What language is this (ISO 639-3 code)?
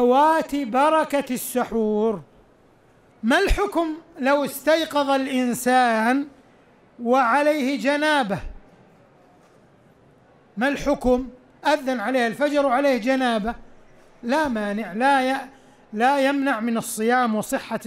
ara